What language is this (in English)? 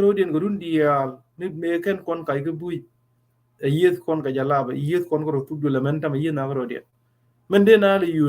Nuer